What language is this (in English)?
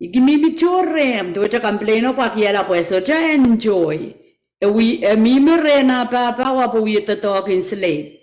Pohnpeian